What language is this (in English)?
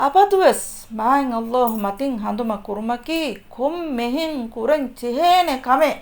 Divehi